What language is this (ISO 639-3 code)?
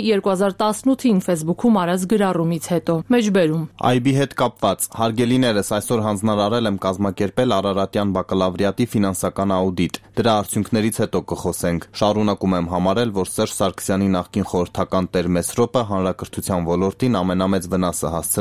hye